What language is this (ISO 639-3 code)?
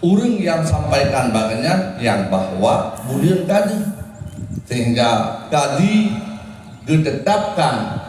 ace